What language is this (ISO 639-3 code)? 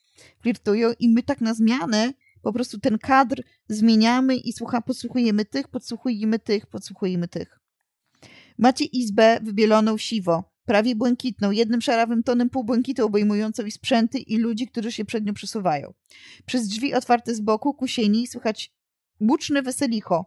pol